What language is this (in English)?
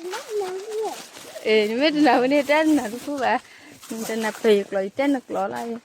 S'gaw Karen